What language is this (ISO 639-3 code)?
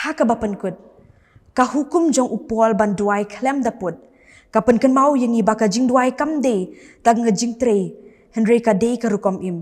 kha